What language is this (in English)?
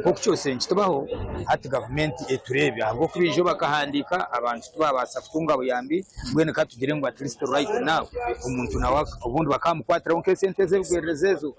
Nyankole